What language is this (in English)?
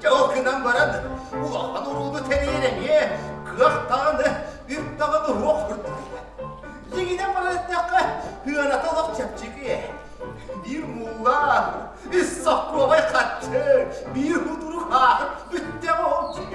Yakut